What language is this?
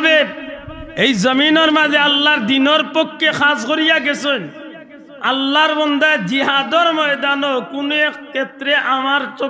Sylheti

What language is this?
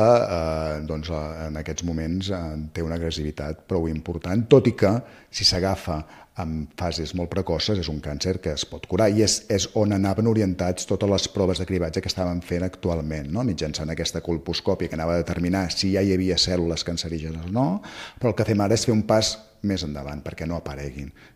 Catalan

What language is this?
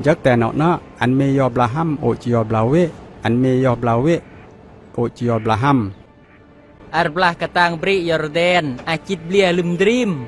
Khmu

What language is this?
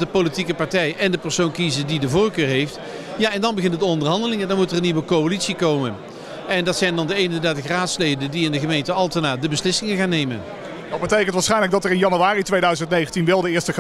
Dutch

